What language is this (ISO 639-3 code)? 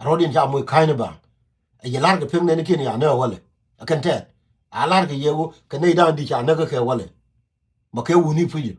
nus